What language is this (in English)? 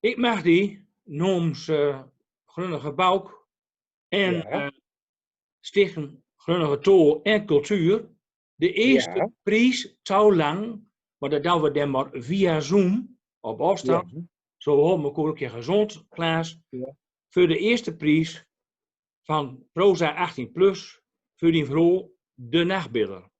Gronings